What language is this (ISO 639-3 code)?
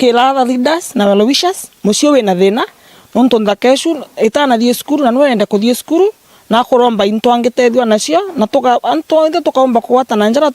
mer